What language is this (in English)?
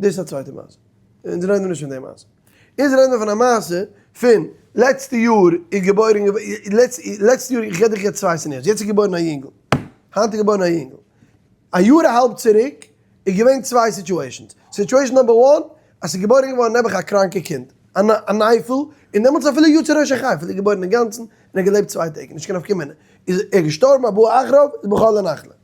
Yiddish